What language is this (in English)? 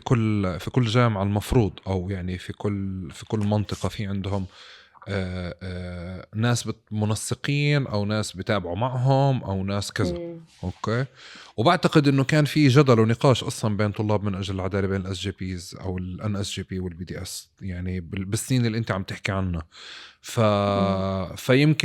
North Levantine Arabic